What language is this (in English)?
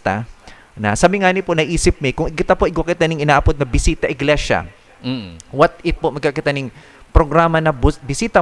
Bikol